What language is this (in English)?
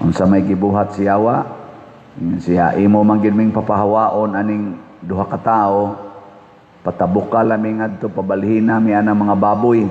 Cebuano